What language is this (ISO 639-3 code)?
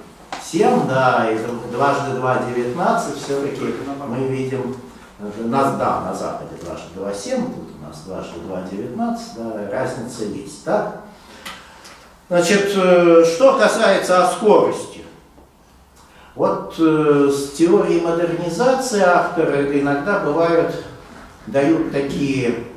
rus